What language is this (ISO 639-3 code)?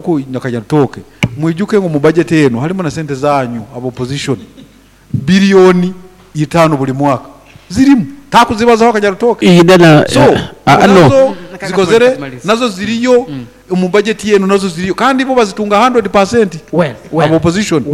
nyn